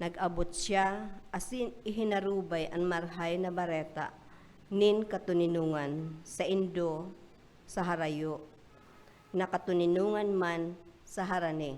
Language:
Bikol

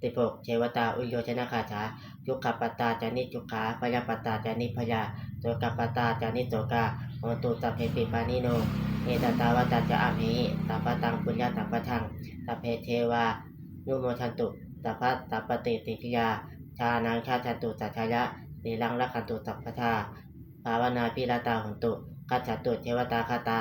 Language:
Pali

